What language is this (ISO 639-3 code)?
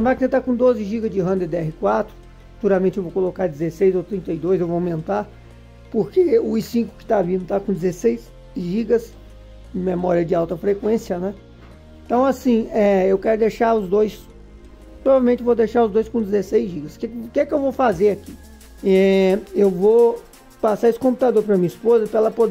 por